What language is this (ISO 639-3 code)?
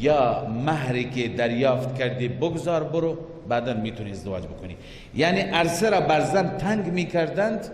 fas